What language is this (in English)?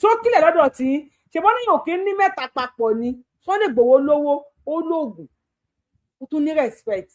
Yoruba